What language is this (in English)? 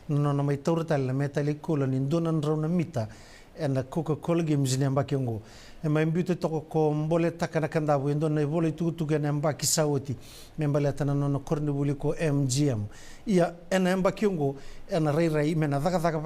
Fijian